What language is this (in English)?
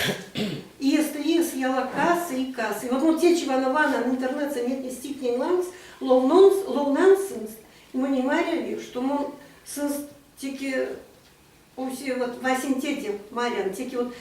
Erzya